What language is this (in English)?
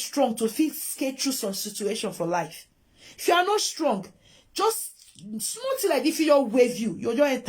Nigerian Pidgin